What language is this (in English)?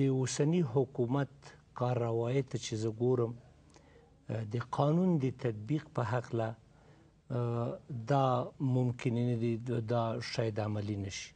Pashto